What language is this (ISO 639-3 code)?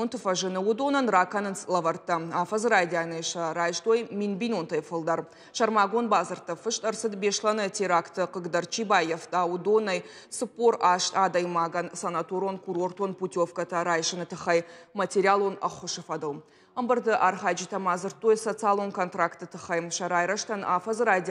oss